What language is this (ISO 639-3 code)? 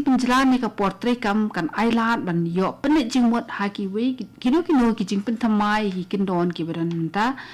kha